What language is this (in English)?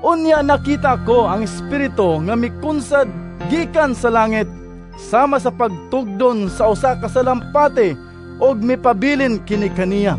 Cebuano